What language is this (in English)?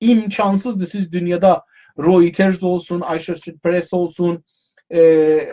South Azerbaijani